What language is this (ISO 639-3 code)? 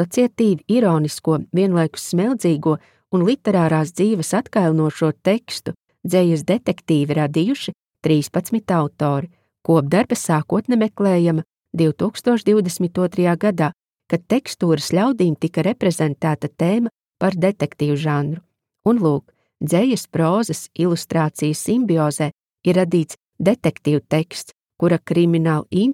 lav